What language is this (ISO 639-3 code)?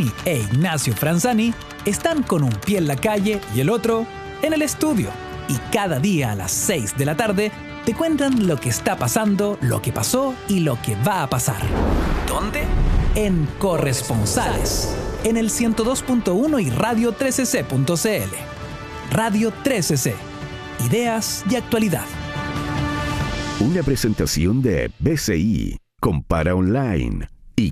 spa